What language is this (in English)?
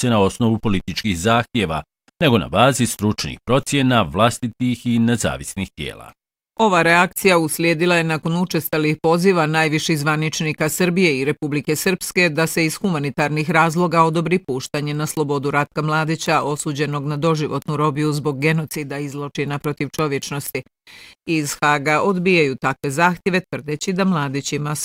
Bosnian